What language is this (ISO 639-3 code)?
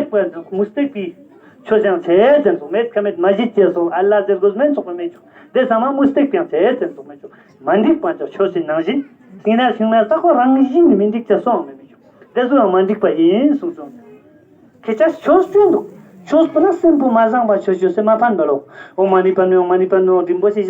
bod